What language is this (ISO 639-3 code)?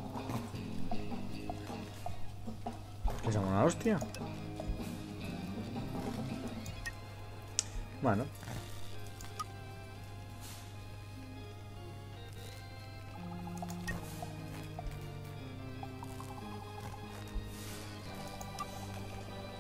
cat